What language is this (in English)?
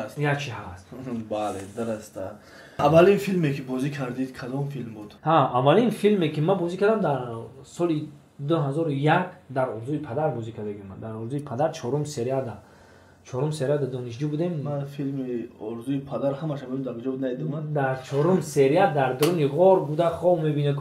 Tajik